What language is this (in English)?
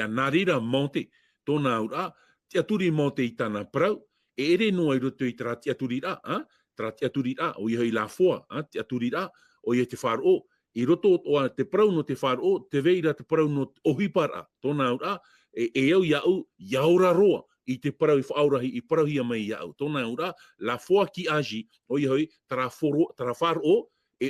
Tahitian